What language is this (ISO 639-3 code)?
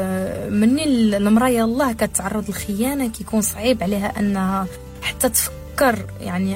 ary